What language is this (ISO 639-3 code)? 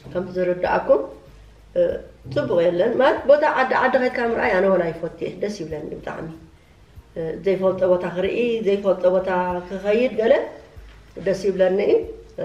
tir